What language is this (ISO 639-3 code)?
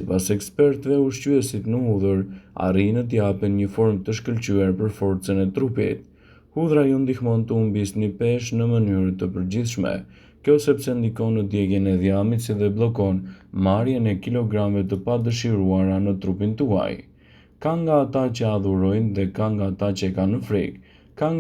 sqi